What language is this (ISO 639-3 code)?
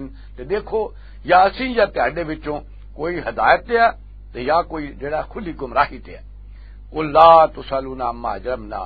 lah